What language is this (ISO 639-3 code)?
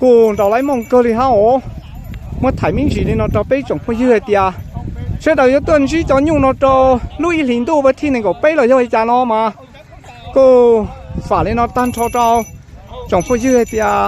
hmn